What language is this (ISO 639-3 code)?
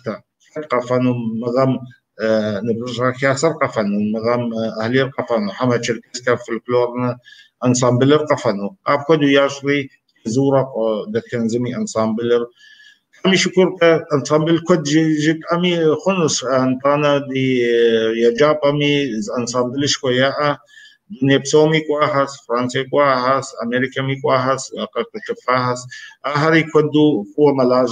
kbd